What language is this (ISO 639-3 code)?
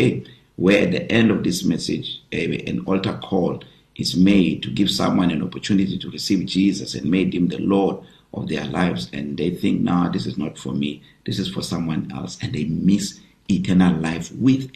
eng